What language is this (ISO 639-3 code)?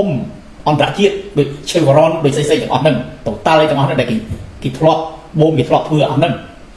khm